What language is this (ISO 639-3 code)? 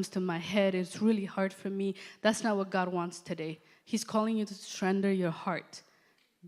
eng